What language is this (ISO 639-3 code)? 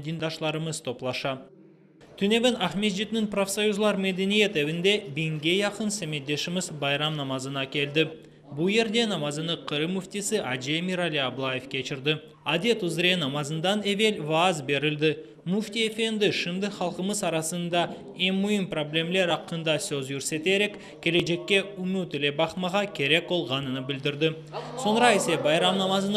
crh